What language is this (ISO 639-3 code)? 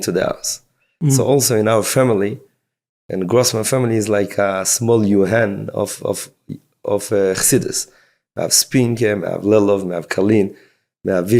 yid